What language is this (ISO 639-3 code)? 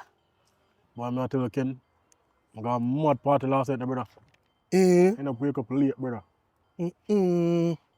jam